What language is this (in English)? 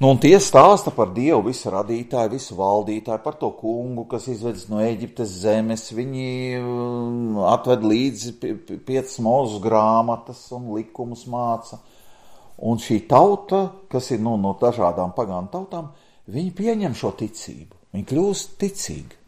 Latvian